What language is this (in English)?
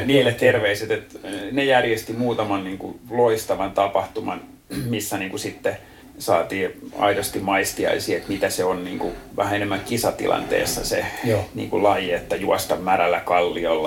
Finnish